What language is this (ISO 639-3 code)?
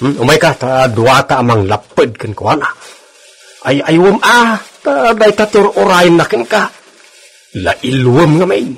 ilo